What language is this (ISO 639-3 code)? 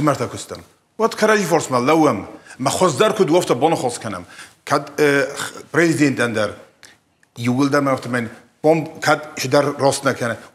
oss